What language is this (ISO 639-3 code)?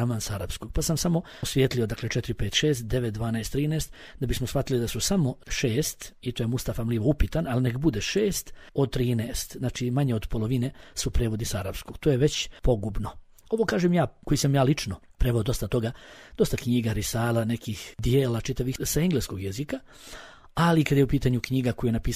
bos